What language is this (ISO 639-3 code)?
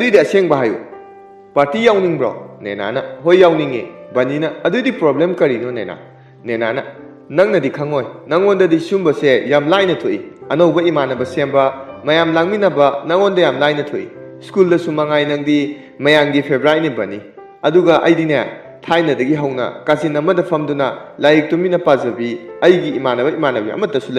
mni